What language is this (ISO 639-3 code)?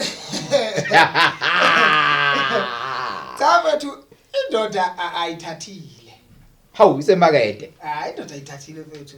zul